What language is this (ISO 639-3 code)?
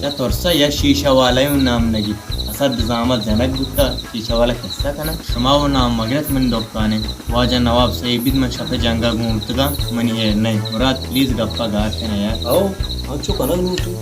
bal